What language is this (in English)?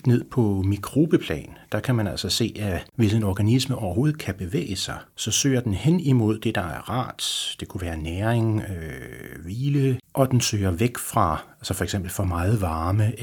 Danish